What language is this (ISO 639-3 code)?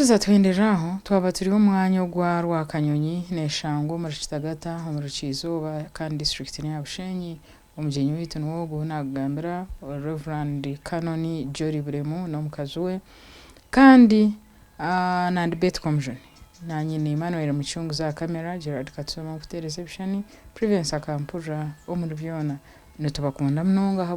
nyn